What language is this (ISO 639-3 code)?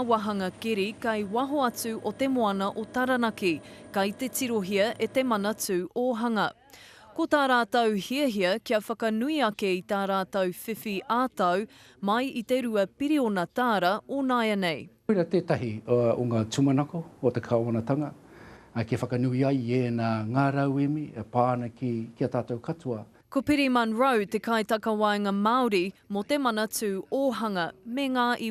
mri